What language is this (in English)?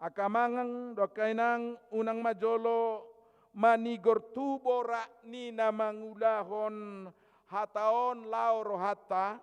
Batak Toba